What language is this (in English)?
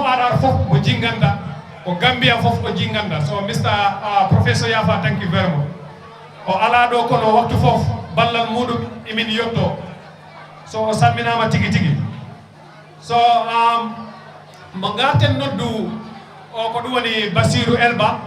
Fula